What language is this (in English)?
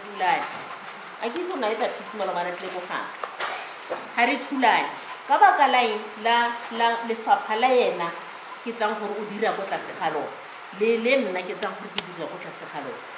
Tswana